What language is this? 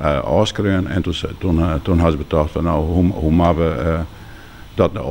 Western Frisian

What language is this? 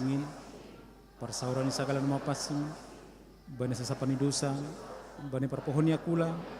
Batak Simalungun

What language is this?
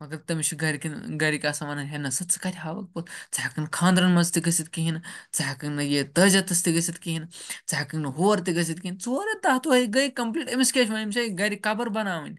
Kashmiri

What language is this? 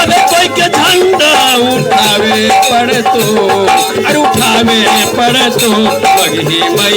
Magahi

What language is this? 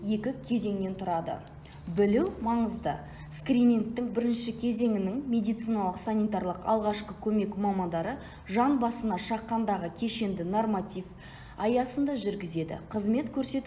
Kazakh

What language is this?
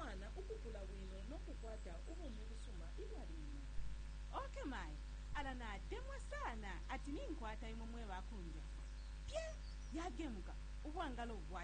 Bemba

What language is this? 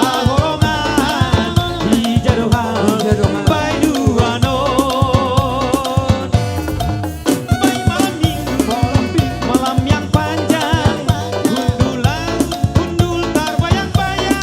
Batak Simalungun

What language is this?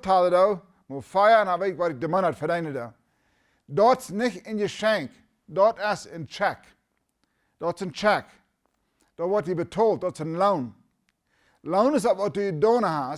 Plautdietsch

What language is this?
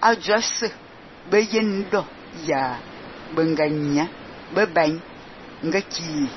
Fang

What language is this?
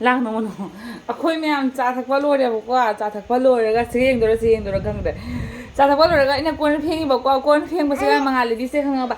Manipuri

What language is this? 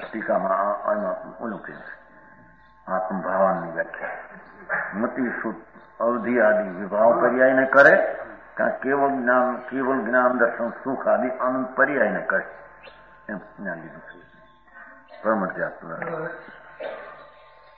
Gujarati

